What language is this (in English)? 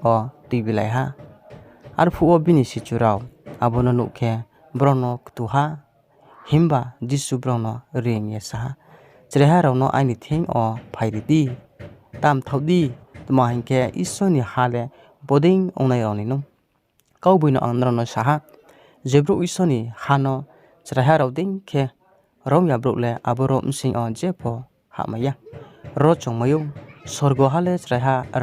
Riang (India)